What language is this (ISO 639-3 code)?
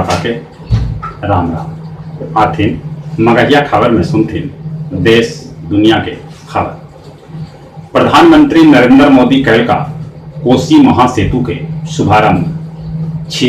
mag